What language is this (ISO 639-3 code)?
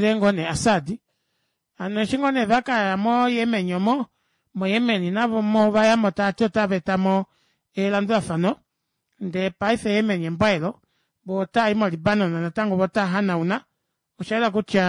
kua